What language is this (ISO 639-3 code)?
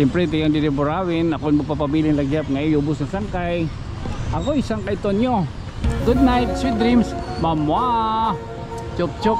war